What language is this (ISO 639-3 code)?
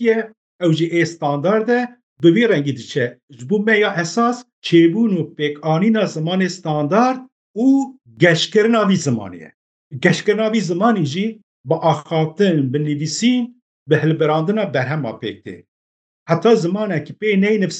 kur